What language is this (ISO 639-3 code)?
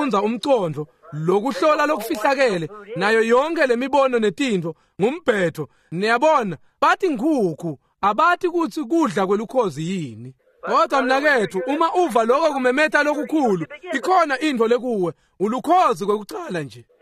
ssw